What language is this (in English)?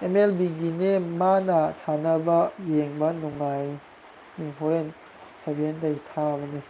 Manipuri